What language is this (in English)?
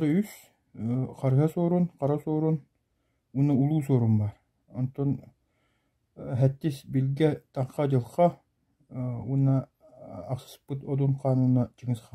Yakut